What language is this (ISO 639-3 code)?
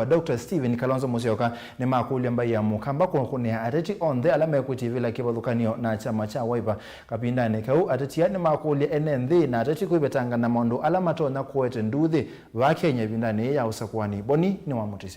kam